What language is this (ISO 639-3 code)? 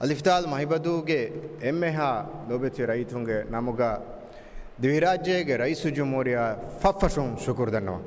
div